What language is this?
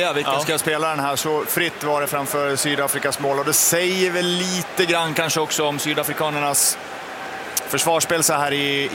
Swedish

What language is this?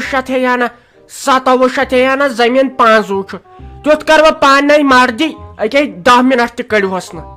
Kashmiri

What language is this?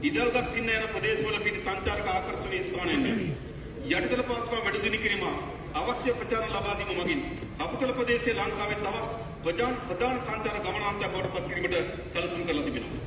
Sinhala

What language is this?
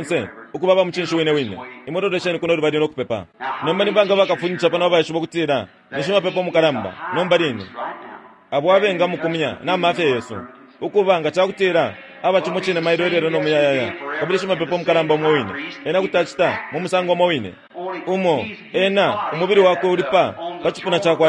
Bemba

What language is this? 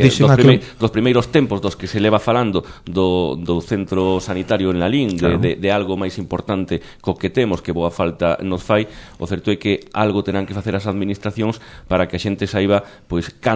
Galician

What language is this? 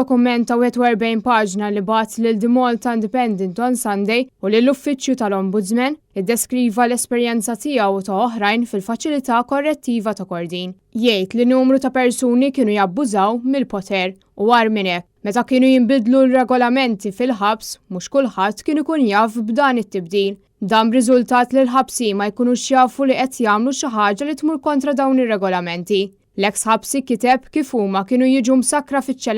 Maltese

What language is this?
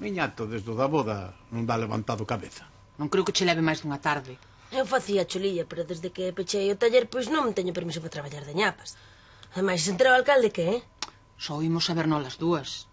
Galician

